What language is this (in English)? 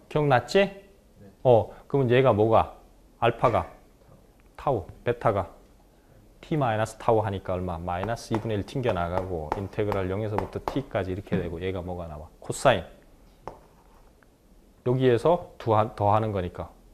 Korean